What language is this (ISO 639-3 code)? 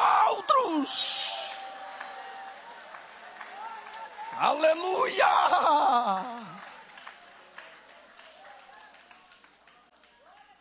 por